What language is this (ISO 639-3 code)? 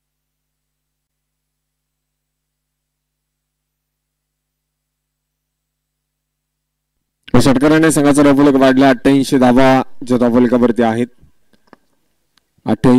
mar